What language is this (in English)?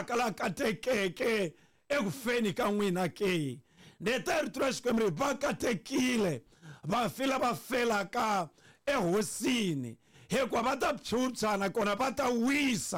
Tsonga